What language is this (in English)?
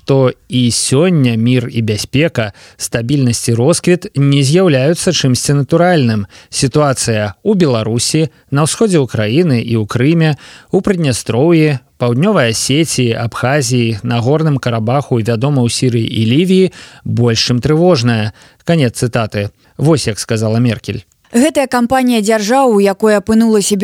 Belarusian